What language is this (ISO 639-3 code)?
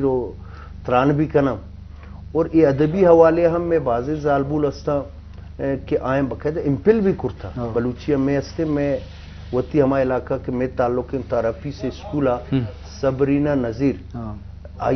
bgp